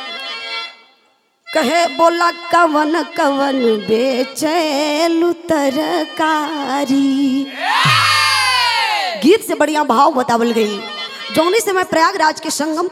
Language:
Bhojpuri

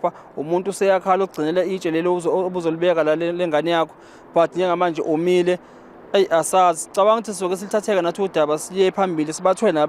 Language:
Zulu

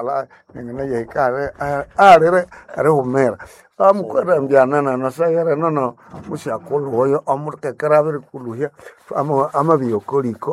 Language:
Nande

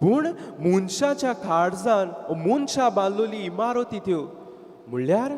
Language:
Konkani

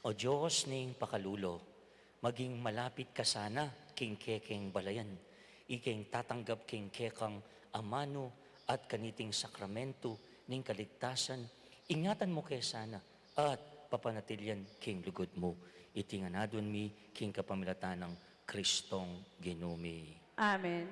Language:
Pampanga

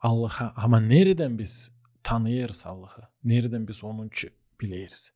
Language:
Gagauz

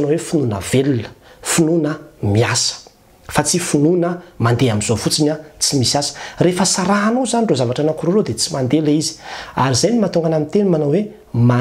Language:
Malagasy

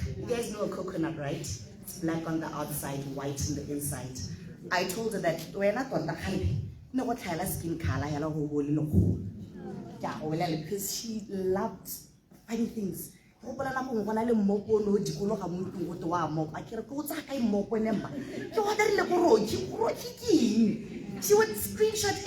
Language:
Tswana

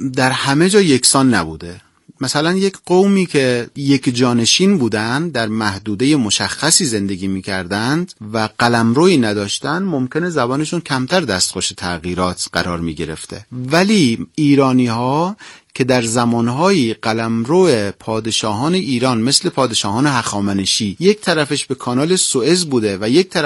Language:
Persian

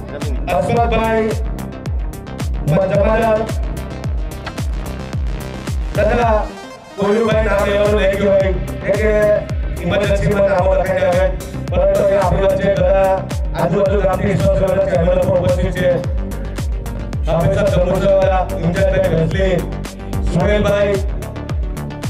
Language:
Gujarati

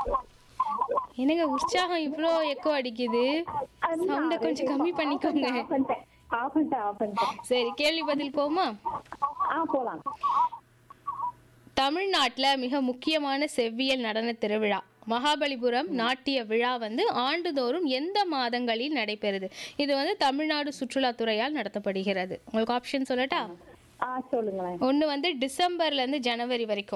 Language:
Tamil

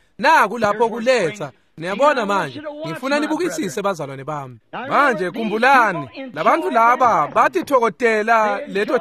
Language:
Swati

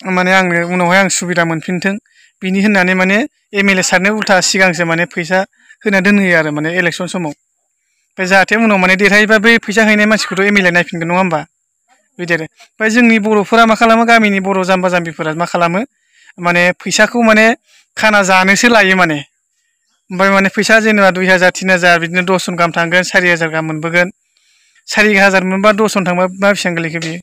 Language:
Bodo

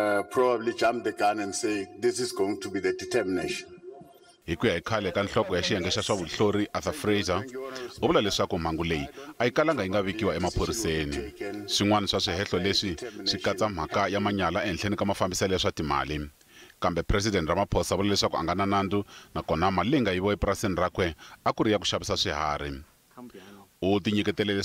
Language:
Tsonga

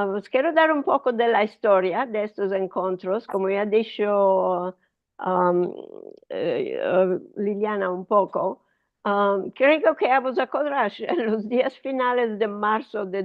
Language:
Ladino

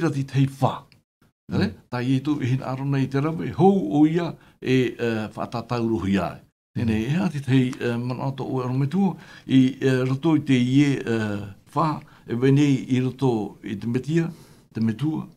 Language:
Tahitian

